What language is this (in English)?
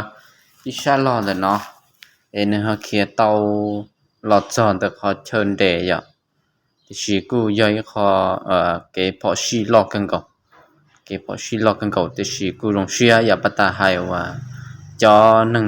Hmong